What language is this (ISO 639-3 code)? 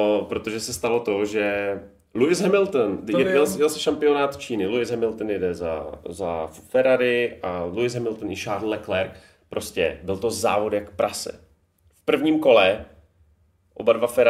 ces